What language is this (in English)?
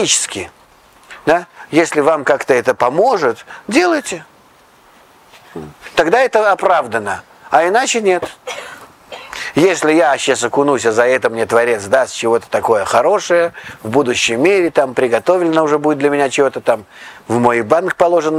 Russian